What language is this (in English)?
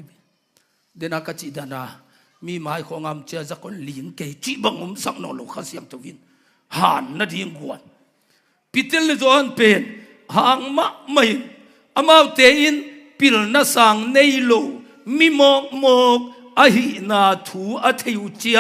Tedim Chin